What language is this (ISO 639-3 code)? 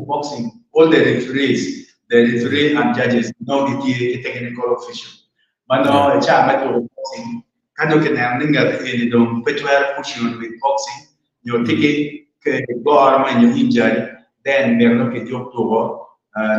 ach